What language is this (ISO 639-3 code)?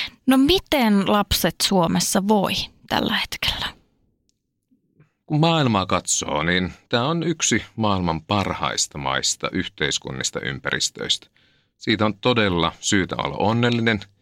fin